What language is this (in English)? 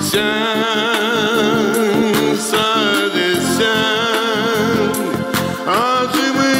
Gagauz